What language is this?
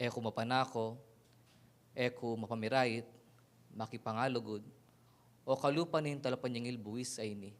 Pampanga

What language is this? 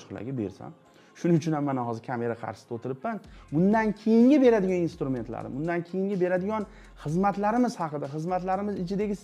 Uzbek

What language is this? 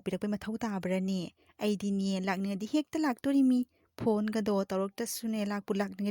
Manipuri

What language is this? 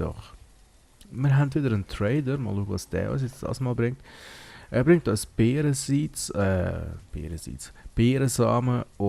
Swiss German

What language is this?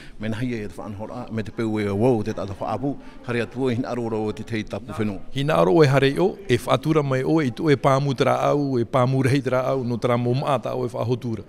Tahitian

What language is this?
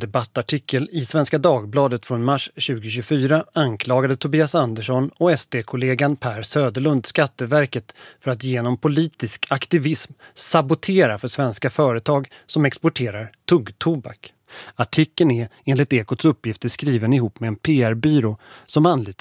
Swedish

